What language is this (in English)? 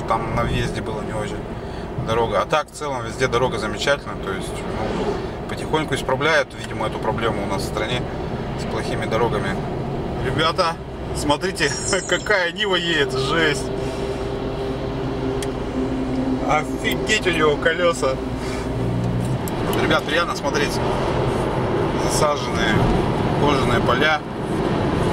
Russian